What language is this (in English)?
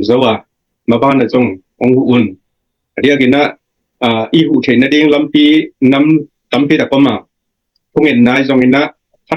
Tedim Chin